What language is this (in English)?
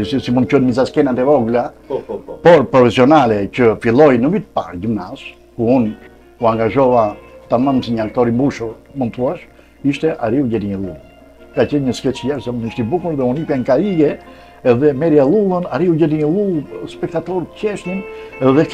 Albanian